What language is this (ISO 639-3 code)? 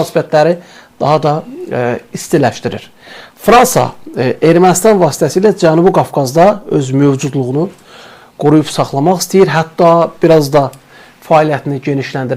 aze